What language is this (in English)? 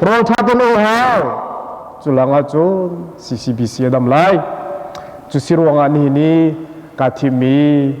Hakha Chin